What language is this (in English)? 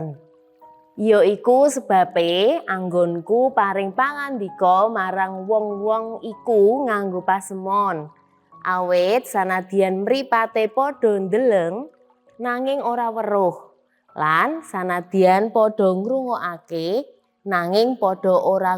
Javanese